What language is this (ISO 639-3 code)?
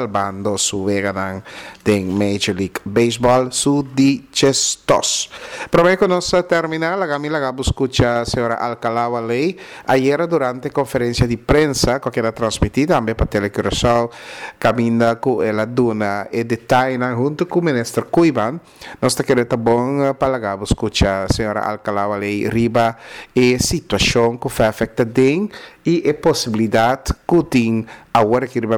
pap